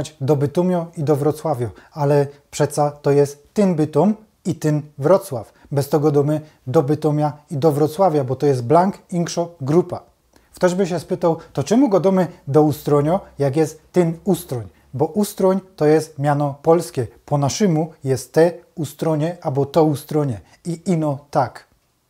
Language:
Silesian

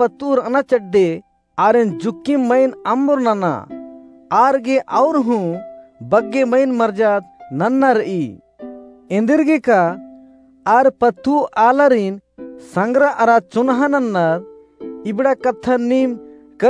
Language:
Kurukh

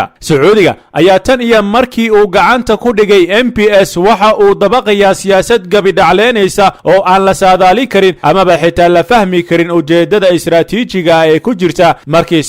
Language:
Somali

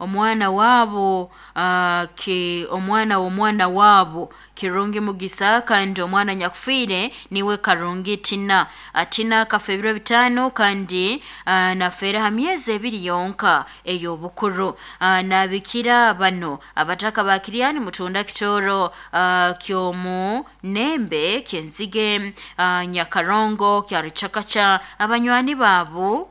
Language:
Nyankole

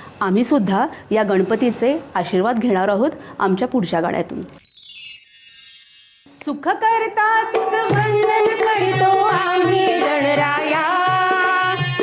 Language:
Marathi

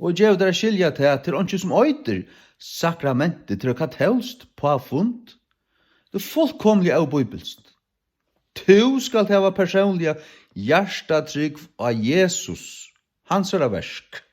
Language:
Faroese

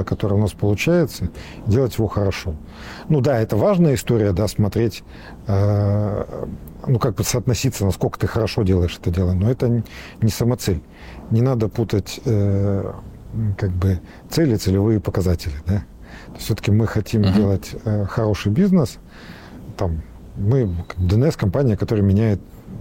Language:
Russian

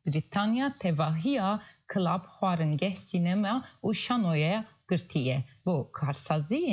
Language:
Kurdish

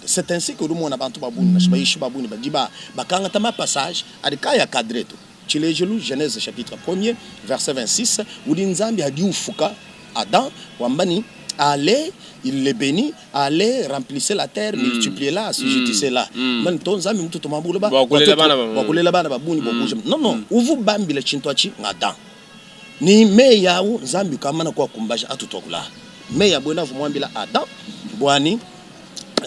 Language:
Luba-Lulua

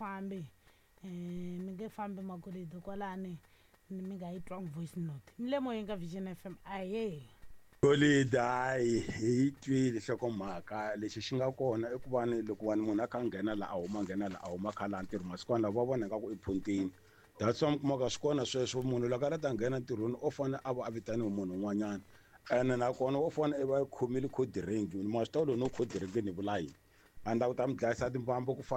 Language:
Tsonga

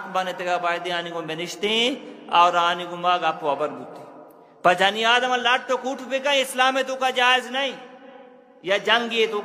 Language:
Eastern Balochi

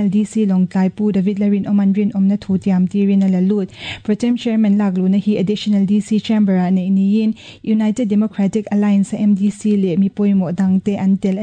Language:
Mizo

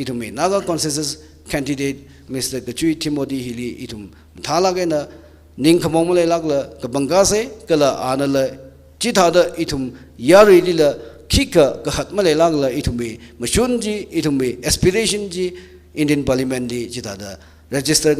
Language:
Tangkhul Naga (India)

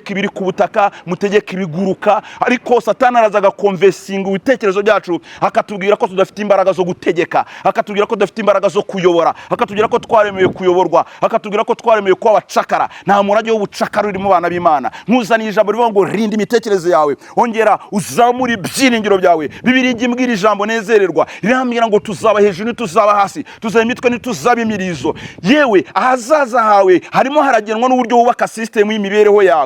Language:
Kinyarwanda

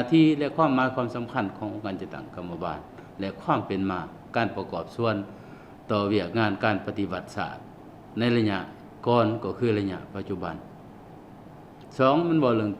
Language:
Lao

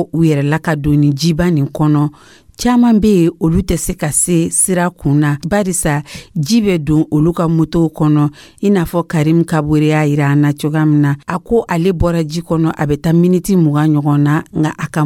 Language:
Dyula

